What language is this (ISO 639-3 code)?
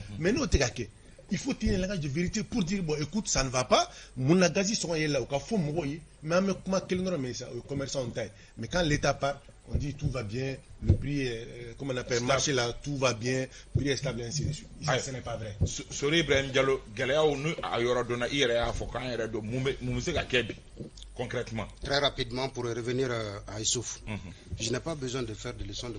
bam